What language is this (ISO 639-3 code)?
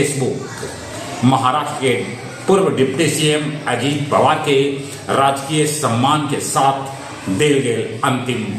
mag